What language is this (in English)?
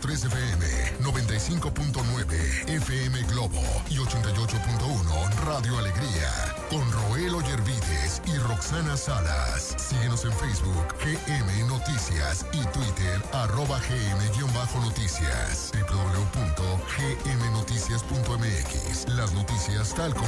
Spanish